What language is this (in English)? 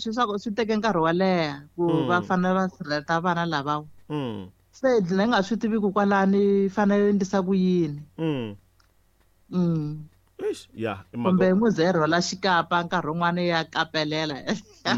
Tsonga